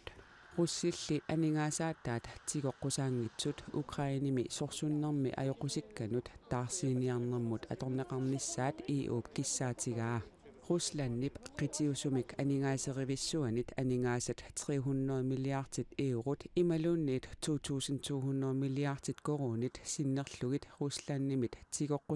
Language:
Kalaallisut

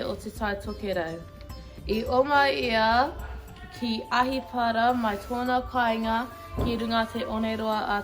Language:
Māori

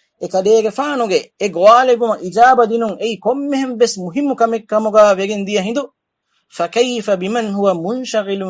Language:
Divehi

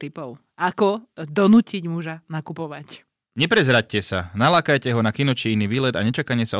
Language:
Slovak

